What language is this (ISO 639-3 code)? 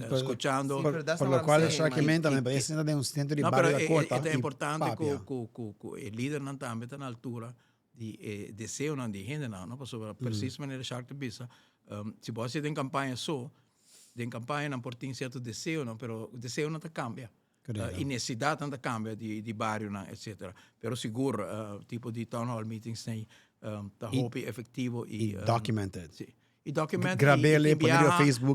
pap